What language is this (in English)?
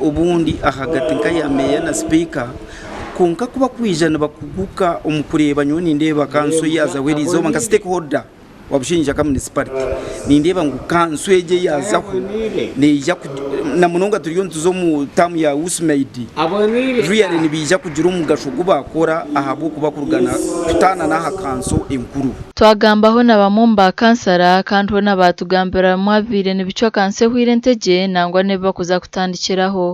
Nyankole